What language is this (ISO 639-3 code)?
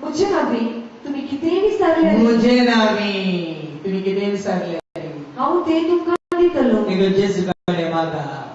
kok